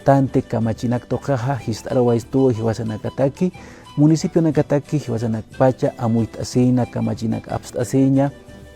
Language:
Aymara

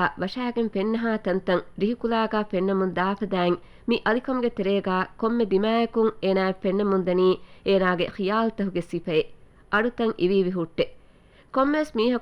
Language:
Divehi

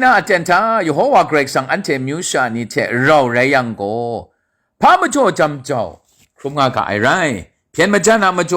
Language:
Kachin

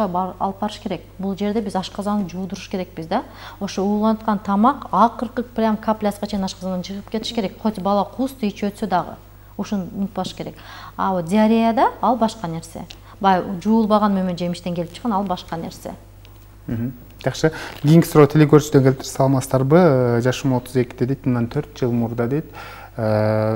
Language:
Kyrgyz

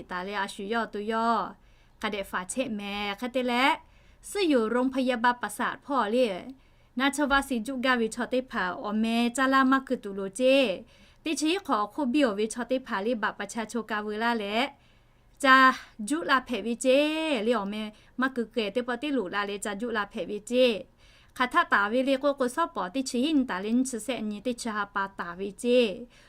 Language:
Lahu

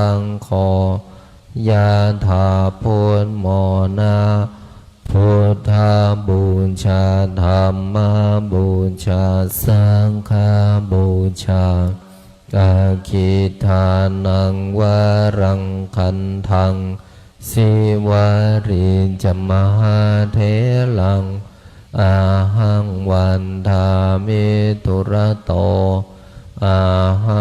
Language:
Pali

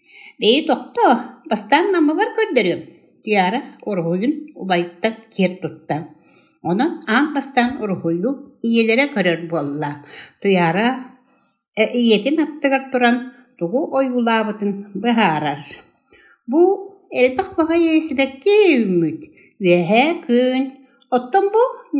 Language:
Yakut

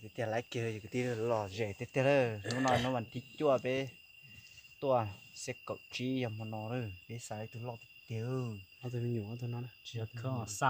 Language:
Hmong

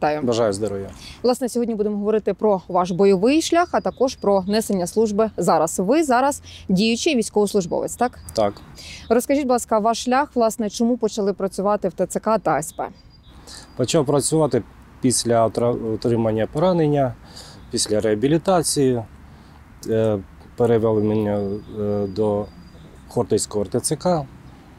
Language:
Ukrainian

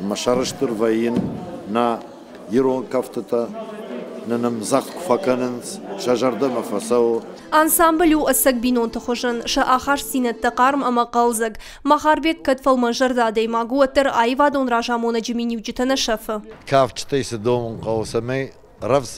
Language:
Ossetic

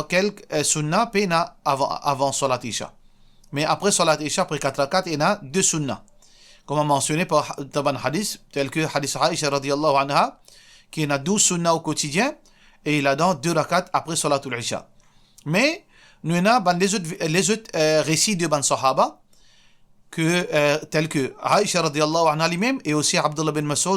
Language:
Morisyen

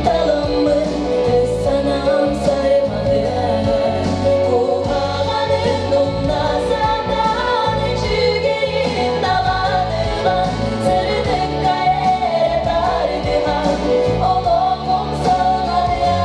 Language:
Yakut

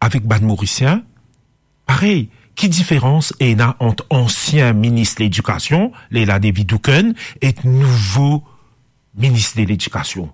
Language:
Morisyen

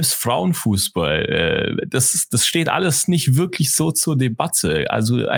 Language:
German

